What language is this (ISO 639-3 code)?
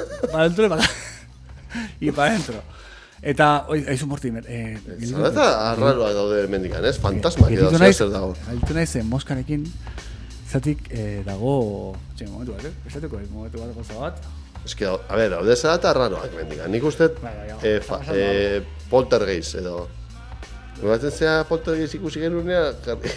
eus